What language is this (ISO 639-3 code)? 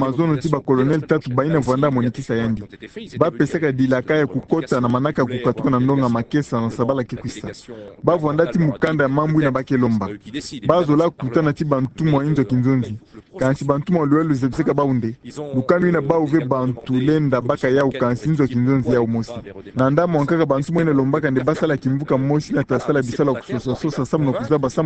ktu